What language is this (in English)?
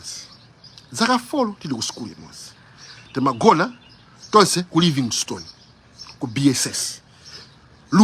Nyanja